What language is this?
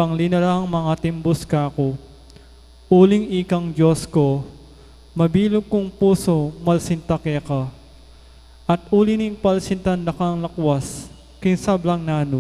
Pampanga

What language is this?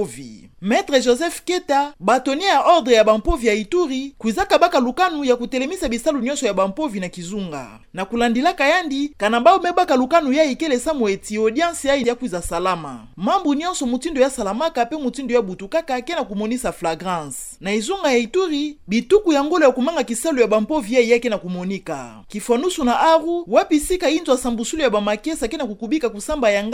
Kituba (Democratic Republic of Congo)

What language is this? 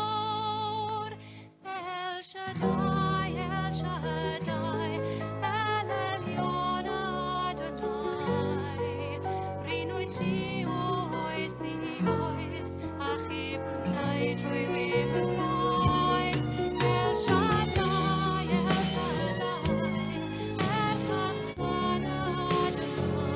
Welsh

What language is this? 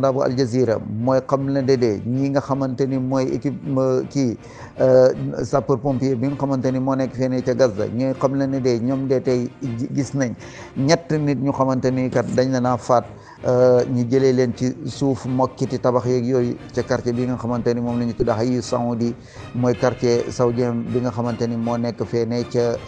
Wolof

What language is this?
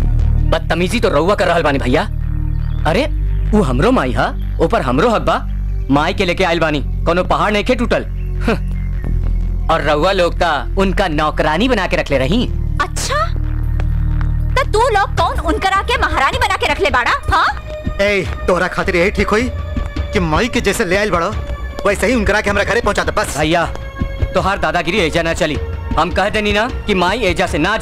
Bhojpuri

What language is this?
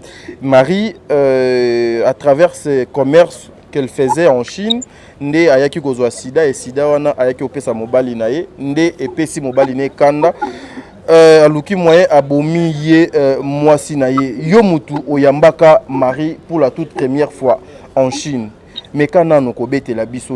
Lingala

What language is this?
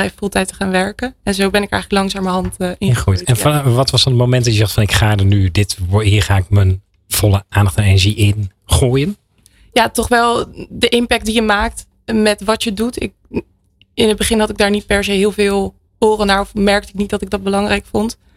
Dutch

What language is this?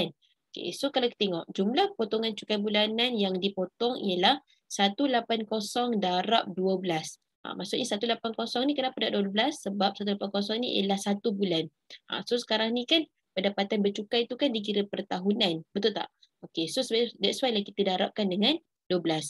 Malay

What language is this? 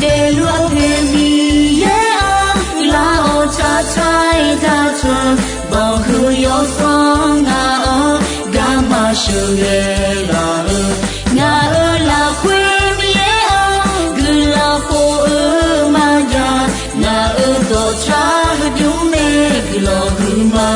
Akha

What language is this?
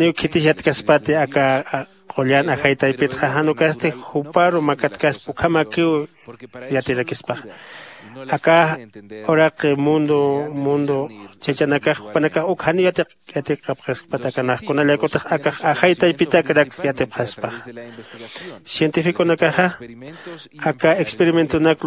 Aymara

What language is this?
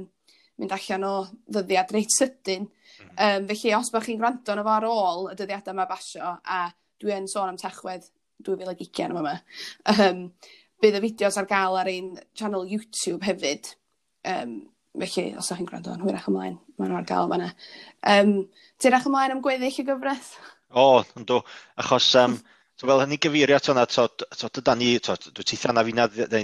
Welsh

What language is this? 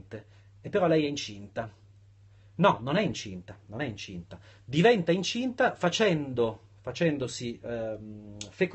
Italian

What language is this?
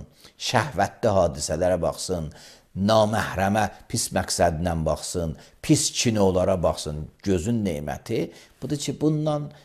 Azerbaijani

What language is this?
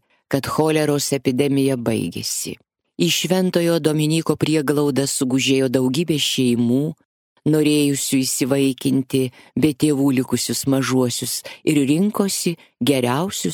Lithuanian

